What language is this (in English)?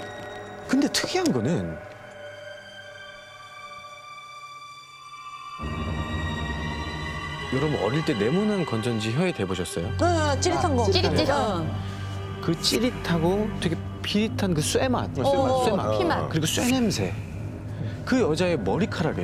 Korean